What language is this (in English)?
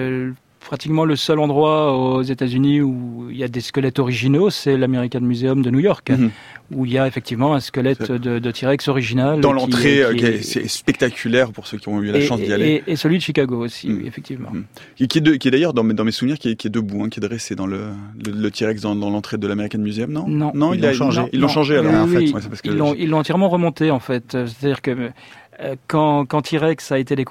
French